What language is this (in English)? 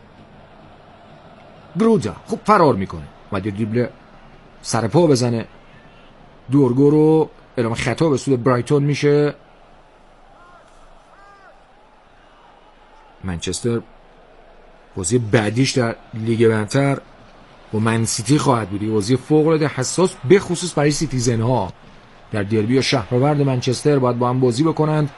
Persian